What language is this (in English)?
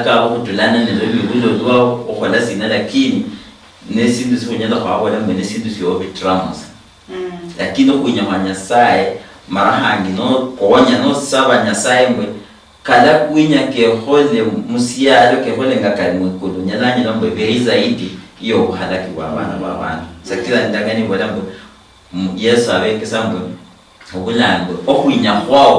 Luyia